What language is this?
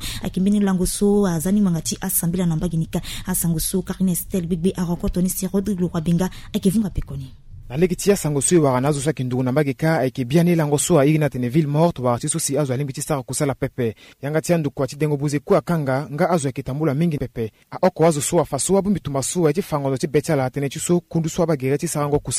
Sango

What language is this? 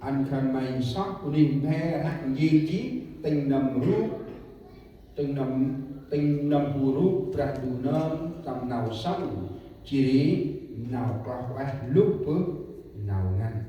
Central Mnong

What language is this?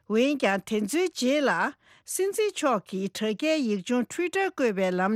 Tibetan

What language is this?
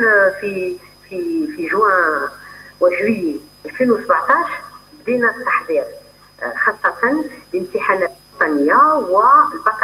Algerian Arabic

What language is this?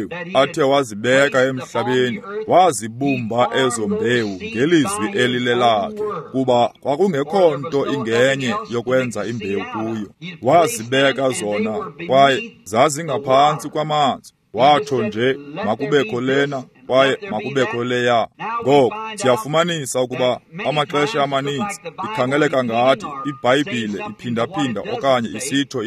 Xhosa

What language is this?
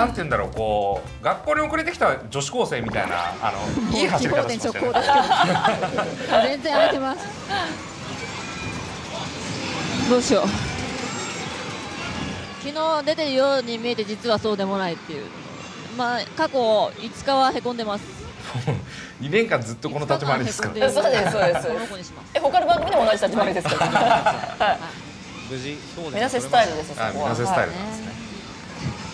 Japanese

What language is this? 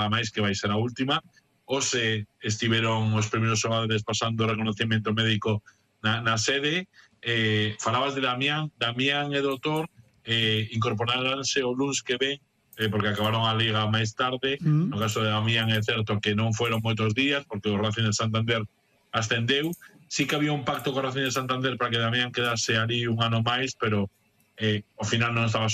Galician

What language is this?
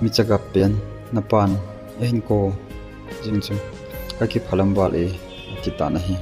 Thado Chin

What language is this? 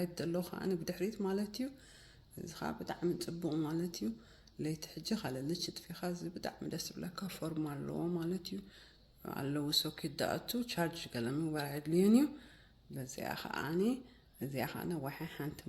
Tigrinya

